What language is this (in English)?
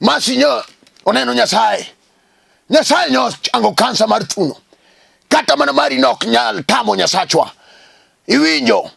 Luo (Kenya and Tanzania)